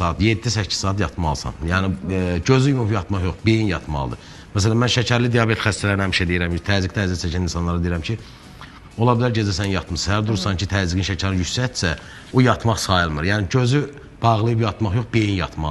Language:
Azerbaijani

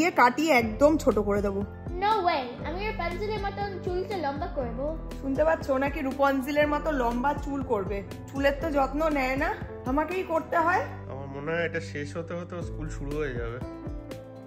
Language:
Bangla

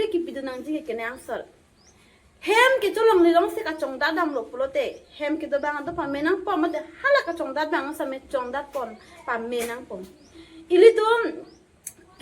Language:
Karbi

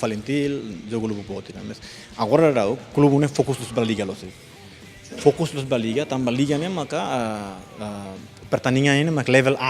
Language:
Tetum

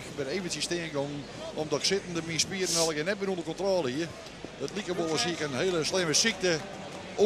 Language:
Western Frisian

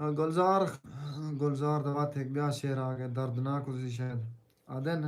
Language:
Saraiki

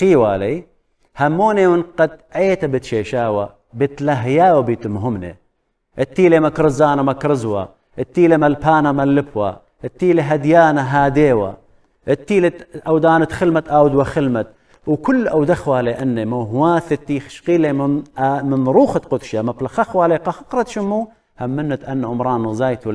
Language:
Assyrian Neo-Aramaic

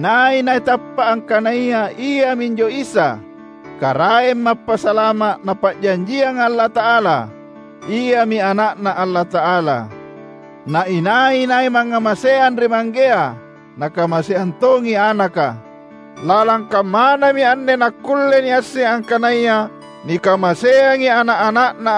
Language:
Makasar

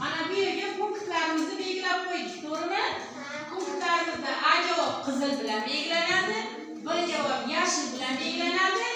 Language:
Uzbek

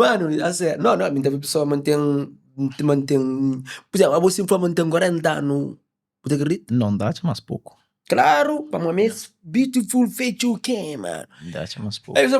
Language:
Kabuverdianu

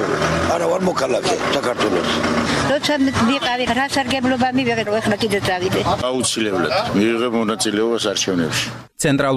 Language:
Georgian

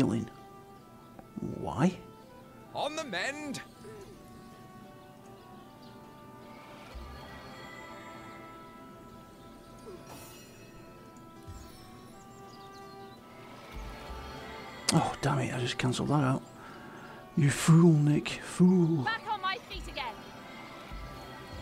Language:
English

